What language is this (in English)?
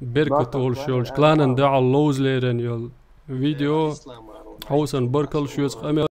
Chechen